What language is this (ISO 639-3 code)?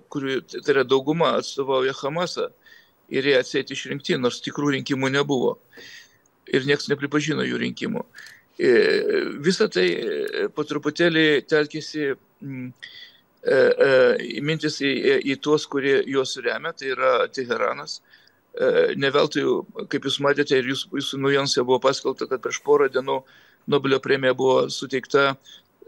lit